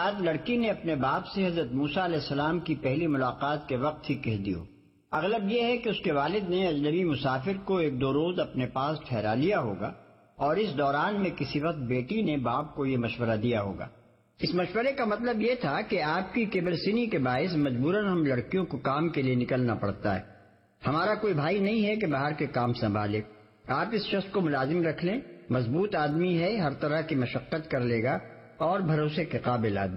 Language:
Urdu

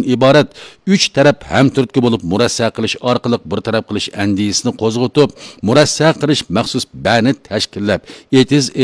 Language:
Uyghur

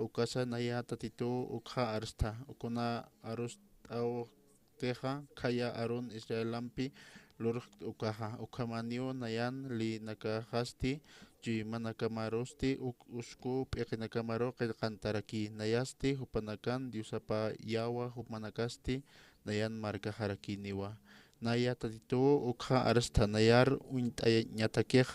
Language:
Aymara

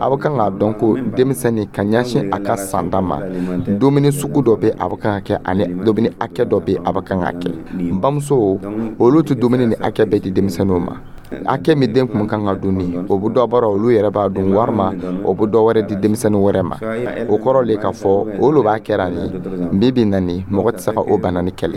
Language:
Dyula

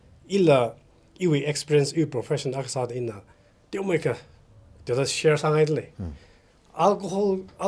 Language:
Tangkhul Naga (India)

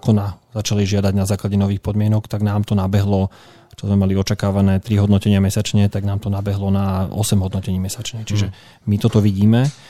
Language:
Slovak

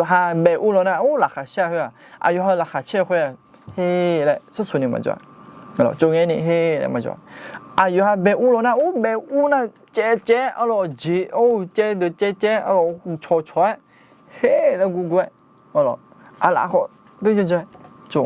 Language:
Akha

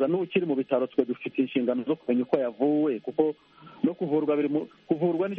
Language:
Kinyarwanda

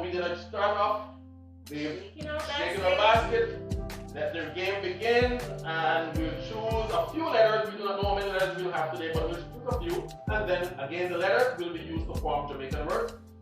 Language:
Jamaican Creole English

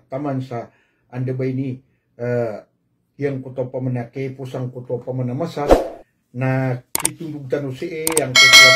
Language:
Maranao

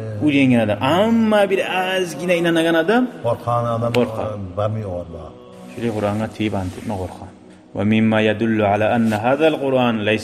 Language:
Kumyk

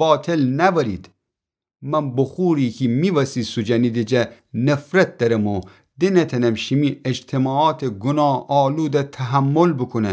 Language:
Gilaki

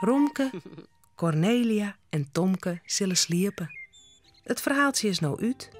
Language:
Western Frisian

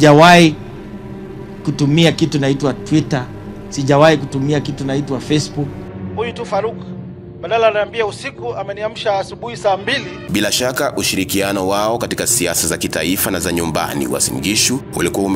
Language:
Swahili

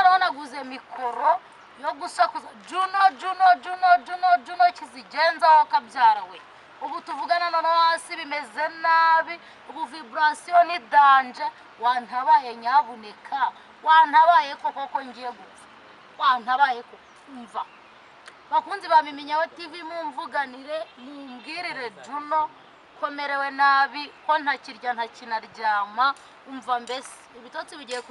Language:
Kinyarwanda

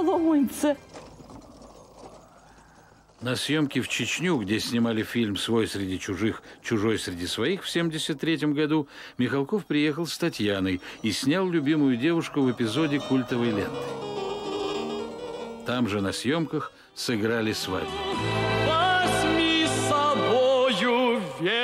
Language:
Russian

